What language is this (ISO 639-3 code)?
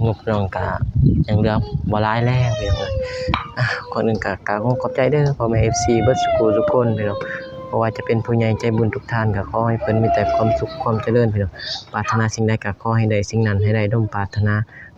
lao